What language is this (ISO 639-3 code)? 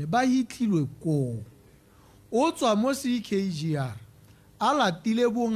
tsn